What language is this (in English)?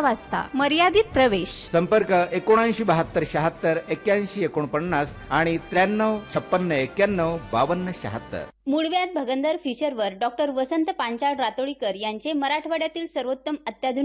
Marathi